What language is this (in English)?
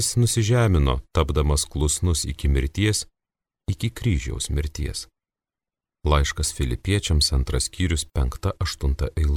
Lithuanian